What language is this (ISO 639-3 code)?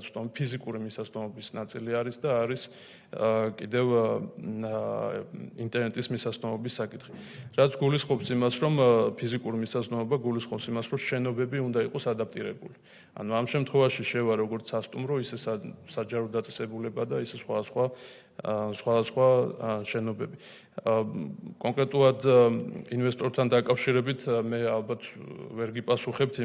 kat